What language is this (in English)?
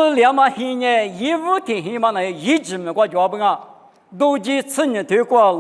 Lisu